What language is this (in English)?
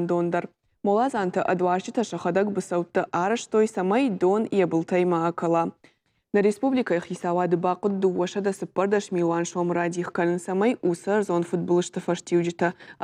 Ossetic